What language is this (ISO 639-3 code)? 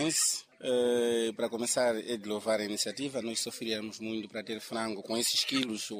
seh